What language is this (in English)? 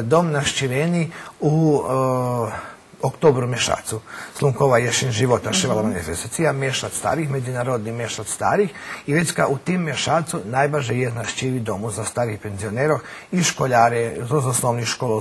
Rusyn